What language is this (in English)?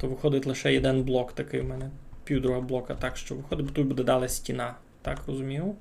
Rusyn